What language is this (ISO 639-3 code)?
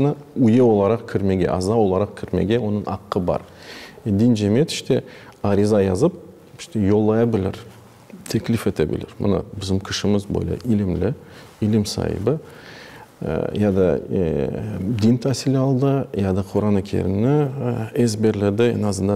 crh